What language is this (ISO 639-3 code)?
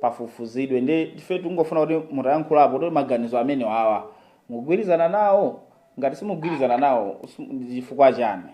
nya